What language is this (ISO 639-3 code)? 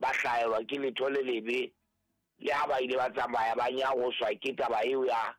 sot